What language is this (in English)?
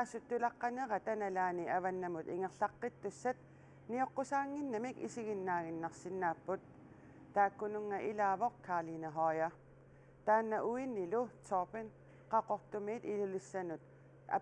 Kalaallisut